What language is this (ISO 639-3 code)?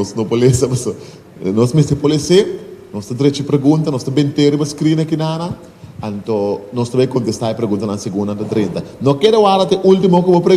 pap